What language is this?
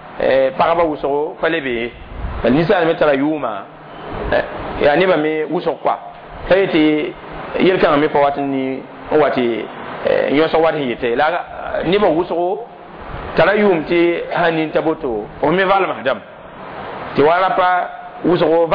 Mossi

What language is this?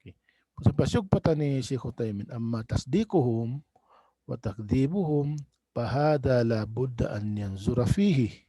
Tausug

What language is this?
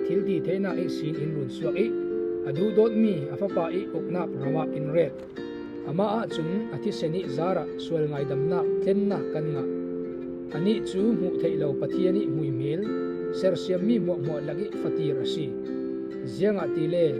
Falam Chin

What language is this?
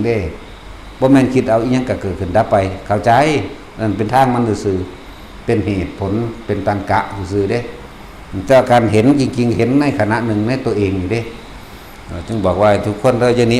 Northeastern Thai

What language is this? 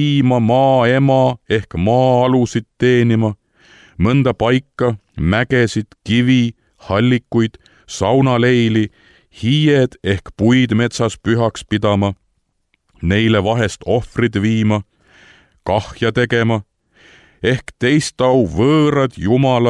Estonian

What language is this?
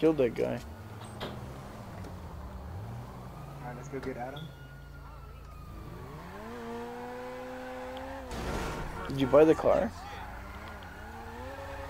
English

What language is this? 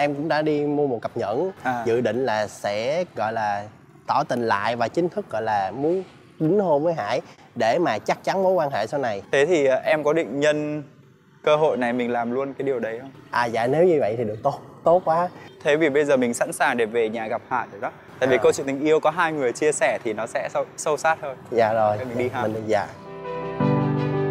Vietnamese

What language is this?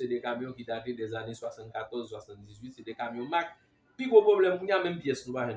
Haitian Creole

